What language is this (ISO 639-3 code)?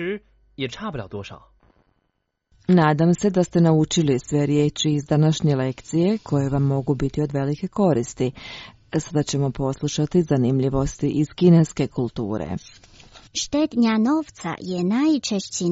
hrv